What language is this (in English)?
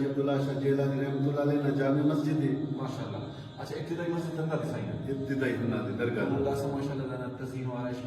Brahui